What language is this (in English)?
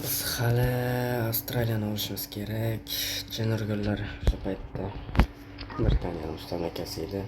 Uzbek